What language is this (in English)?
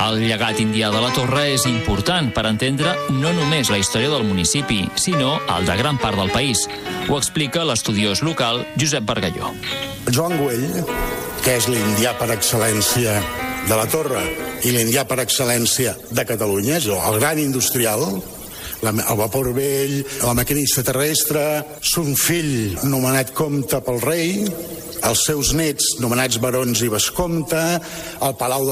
Catalan